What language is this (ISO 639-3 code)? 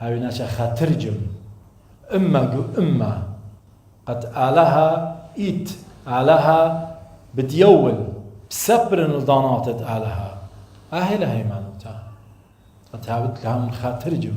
aii